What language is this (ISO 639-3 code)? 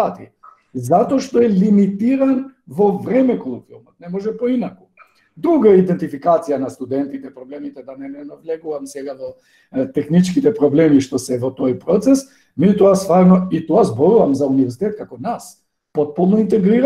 mkd